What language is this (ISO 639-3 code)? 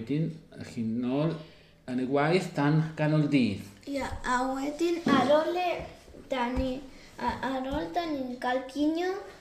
cym